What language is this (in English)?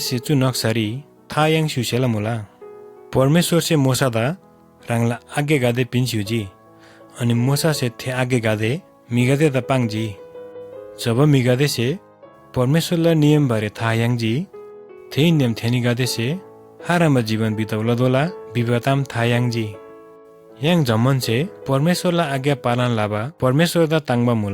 Eastern Tamang